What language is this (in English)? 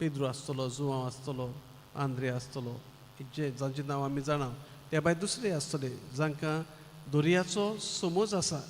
Konkani